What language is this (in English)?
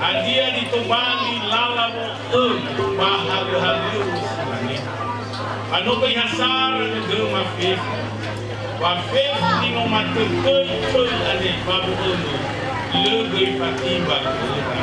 Nias